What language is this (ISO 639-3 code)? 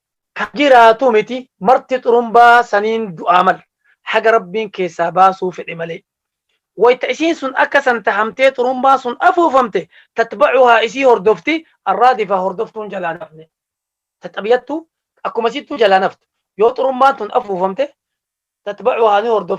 orm